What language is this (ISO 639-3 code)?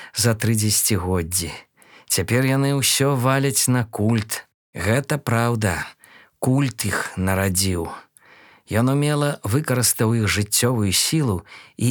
bel